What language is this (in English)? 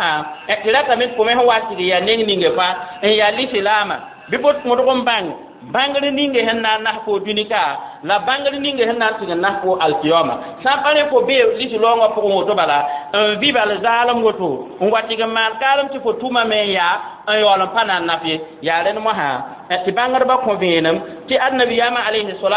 Mossi